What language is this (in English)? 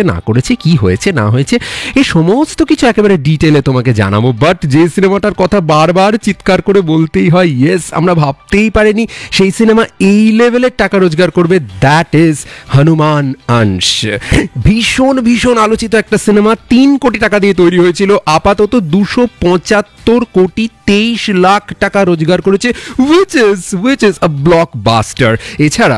Bangla